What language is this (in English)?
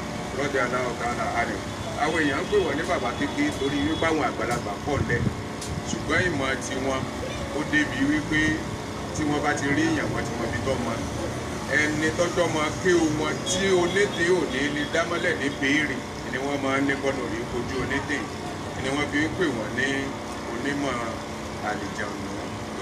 Yoruba